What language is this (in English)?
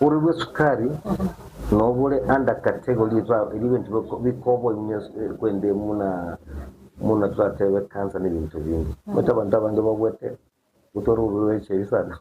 Gusii